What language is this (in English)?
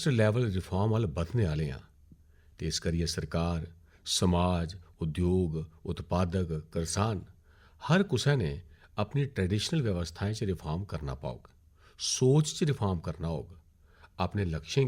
Dogri